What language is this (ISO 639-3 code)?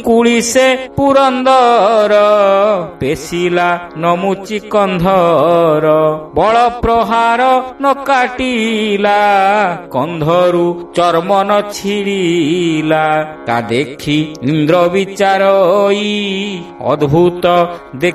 ori